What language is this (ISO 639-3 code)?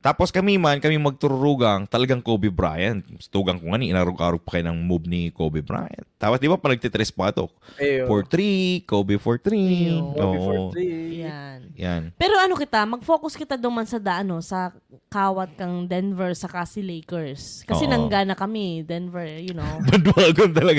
bik